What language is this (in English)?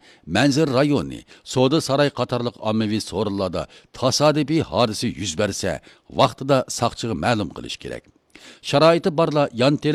Uyghur